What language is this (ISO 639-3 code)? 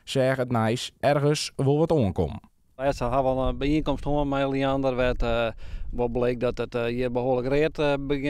fry